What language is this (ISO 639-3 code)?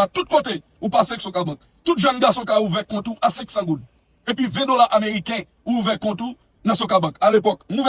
hat